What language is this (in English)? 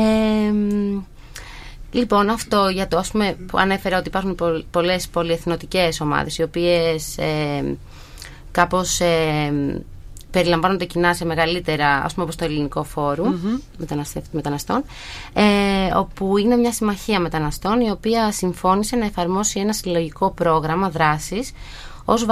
Greek